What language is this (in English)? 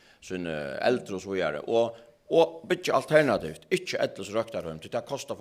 Faroese